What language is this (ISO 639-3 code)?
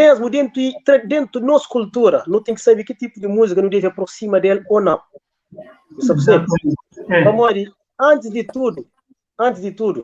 kea